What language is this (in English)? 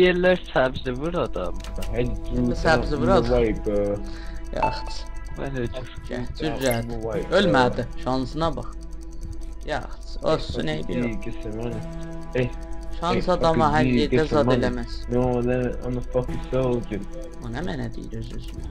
South Azerbaijani